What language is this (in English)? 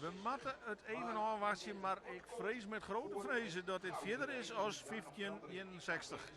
Western Frisian